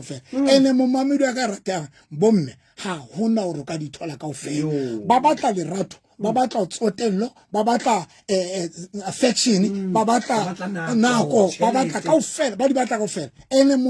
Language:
Southern Sotho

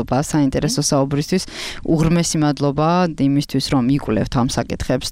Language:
Georgian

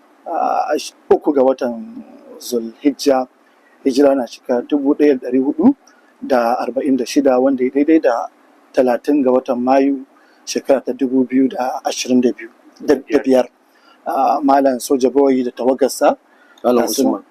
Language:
Hausa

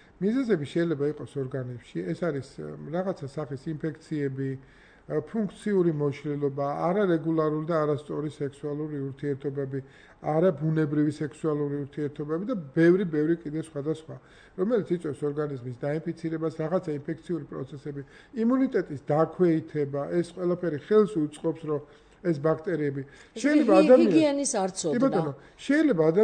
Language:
Georgian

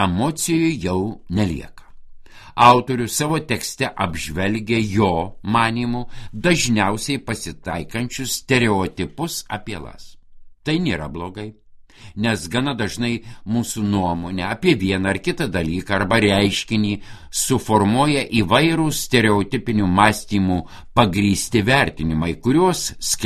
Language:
Lithuanian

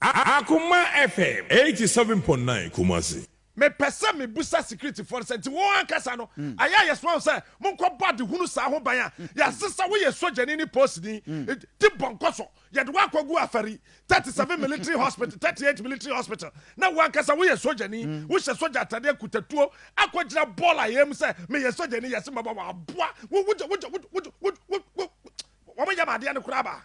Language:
Akan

